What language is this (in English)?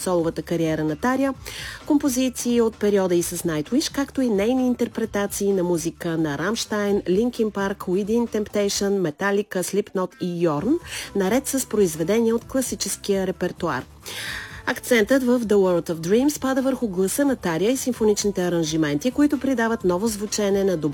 Bulgarian